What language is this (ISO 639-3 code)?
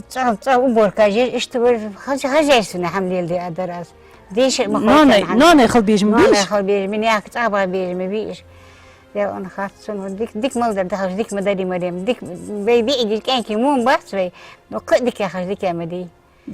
inh